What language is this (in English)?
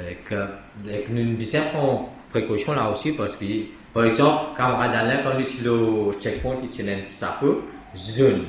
Morisyen